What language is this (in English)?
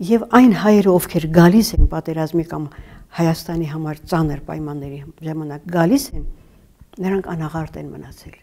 Armenian